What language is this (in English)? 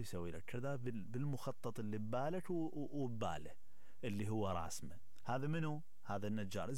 Mesopotamian Arabic